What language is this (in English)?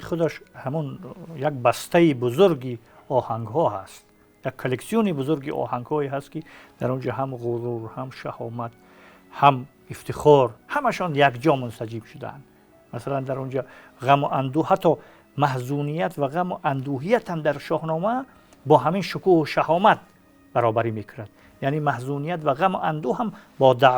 Tajik